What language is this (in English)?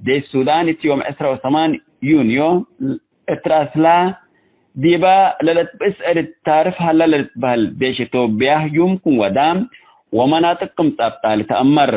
Tigre